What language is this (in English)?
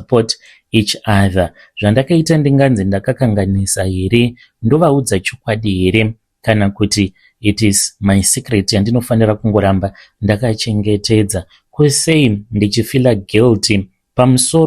Shona